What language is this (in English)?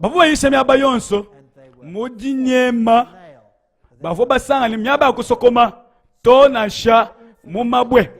Luba-Lulua